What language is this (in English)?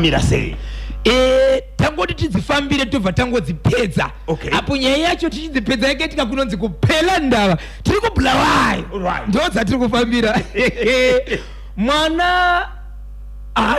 Shona